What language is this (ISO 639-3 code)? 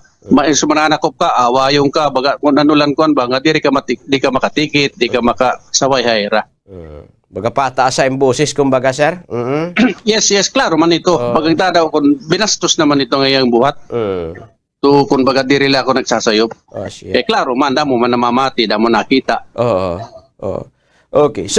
war